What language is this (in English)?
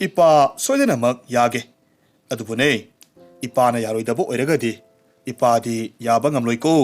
Manipuri